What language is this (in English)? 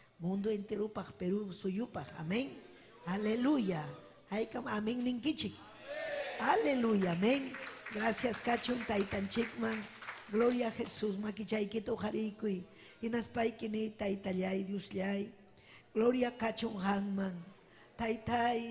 Ayacucho Quechua